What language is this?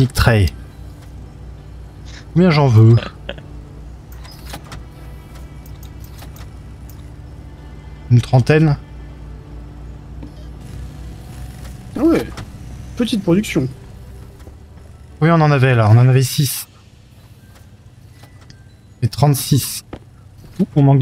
French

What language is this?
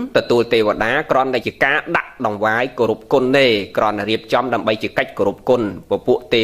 Khmer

